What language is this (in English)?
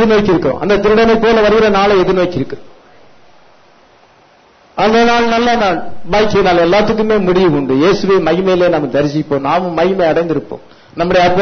Tamil